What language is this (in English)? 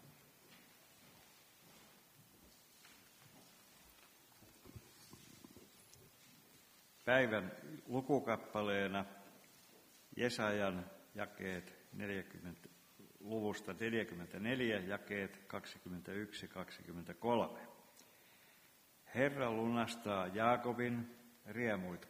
Finnish